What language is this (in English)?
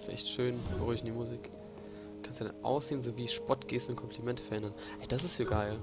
Palatine German